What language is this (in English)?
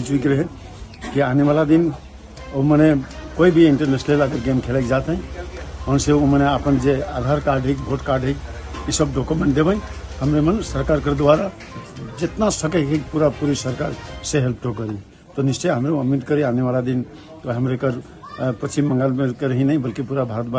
Sadri